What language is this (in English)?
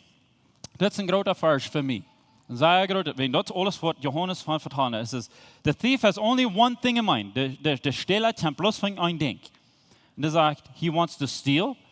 Plautdietsch